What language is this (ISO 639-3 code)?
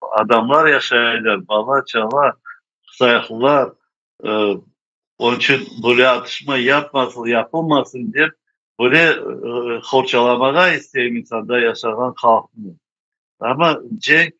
crh